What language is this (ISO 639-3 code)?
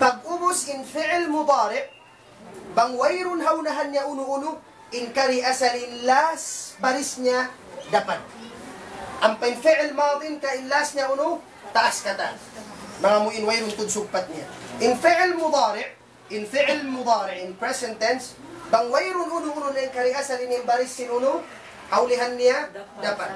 tsg